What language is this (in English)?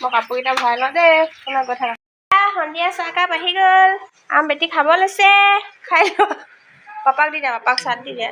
Assamese